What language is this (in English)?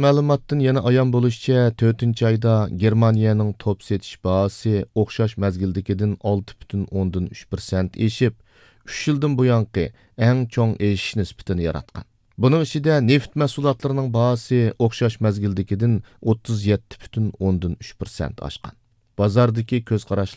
Uyghur